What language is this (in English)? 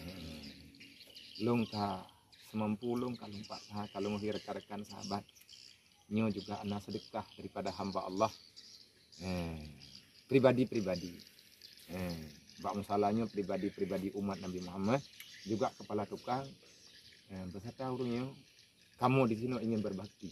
Achinese